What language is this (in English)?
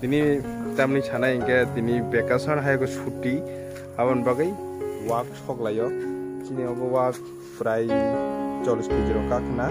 Kok Borok